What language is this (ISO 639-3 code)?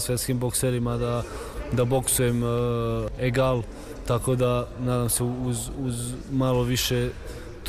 srp